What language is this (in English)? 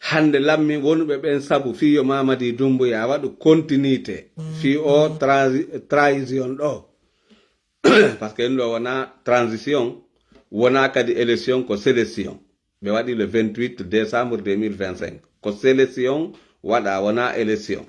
Fula